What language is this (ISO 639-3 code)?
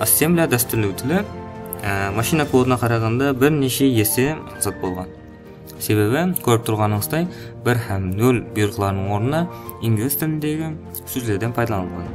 kaa